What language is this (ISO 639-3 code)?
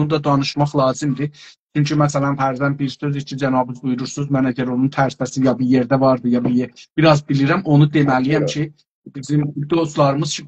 azb